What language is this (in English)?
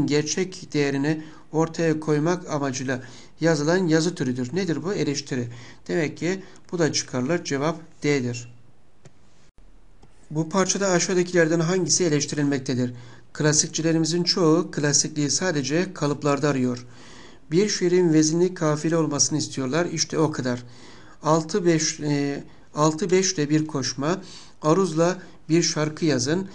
Turkish